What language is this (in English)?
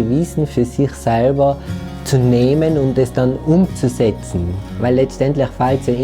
Bavarian